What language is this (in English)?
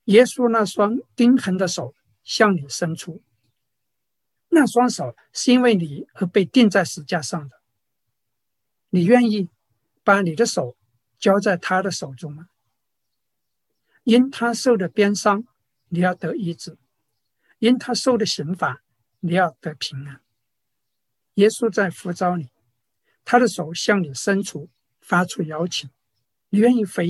Chinese